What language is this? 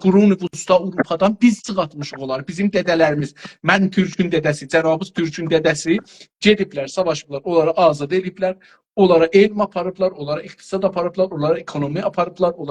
South Azerbaijani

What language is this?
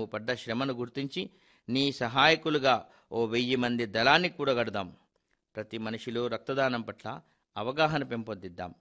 Telugu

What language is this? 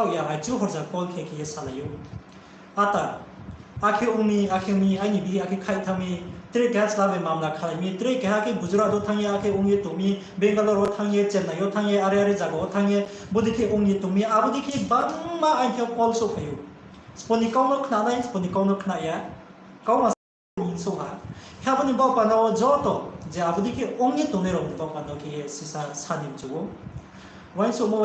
Riang (India)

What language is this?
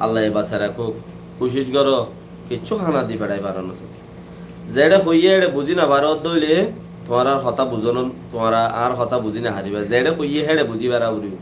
Rohingya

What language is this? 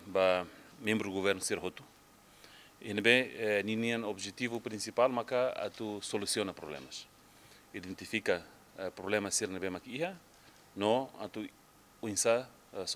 Tetum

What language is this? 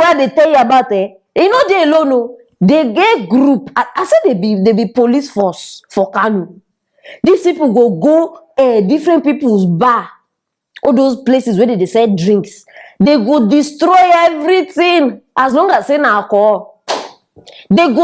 Nigerian Pidgin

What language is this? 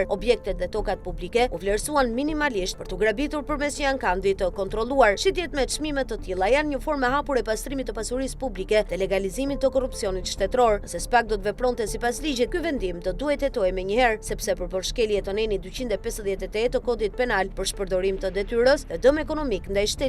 Albanian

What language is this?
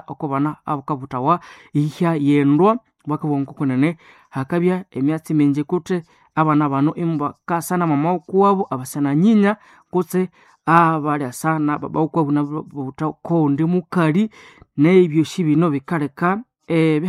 Nande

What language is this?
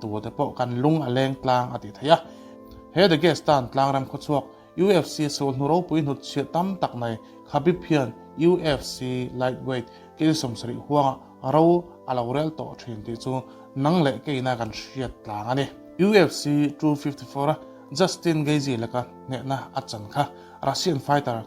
Mizo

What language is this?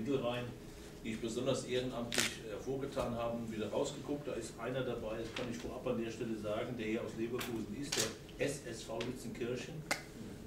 German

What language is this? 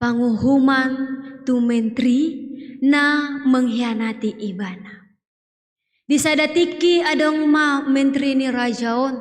Batak Toba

